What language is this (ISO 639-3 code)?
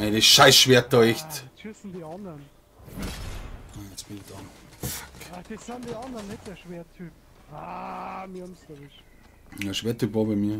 bar